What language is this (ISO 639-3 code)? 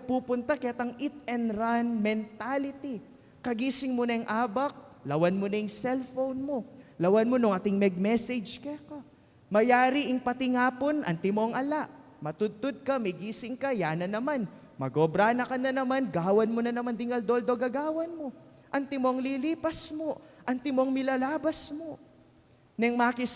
pam